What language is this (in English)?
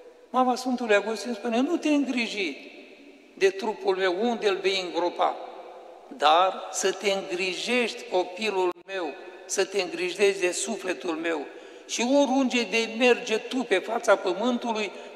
Romanian